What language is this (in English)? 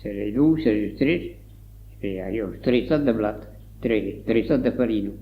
Occitan